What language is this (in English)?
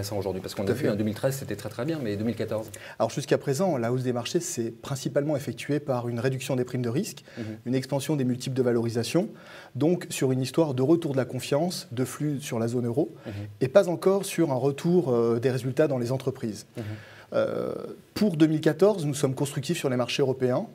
French